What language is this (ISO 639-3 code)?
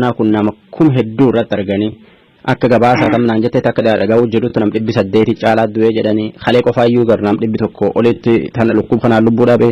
orm